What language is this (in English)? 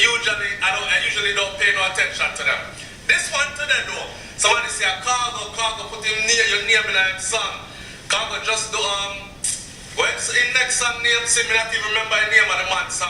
Jamaican Creole English